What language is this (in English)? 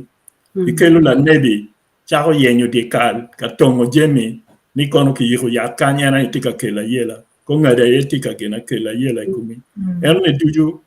Acoli